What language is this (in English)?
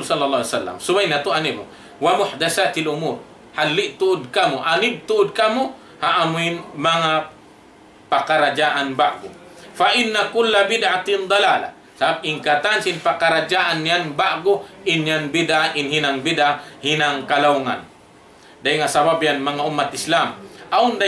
Tausug